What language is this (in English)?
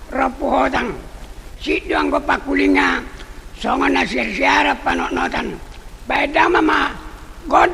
Batak Toba